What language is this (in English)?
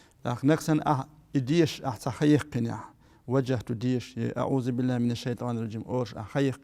Chechen